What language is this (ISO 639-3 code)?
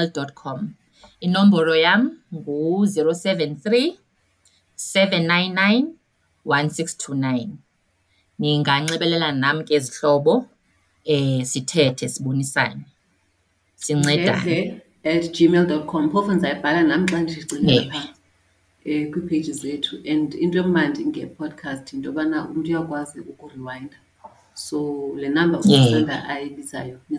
xho